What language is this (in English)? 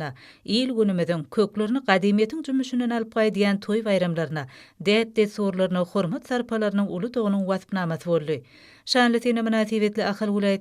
Turkmen